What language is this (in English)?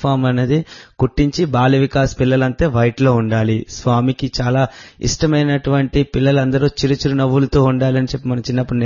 Telugu